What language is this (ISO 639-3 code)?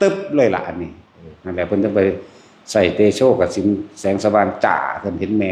tts